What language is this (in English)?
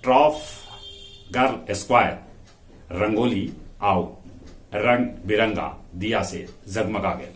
Magahi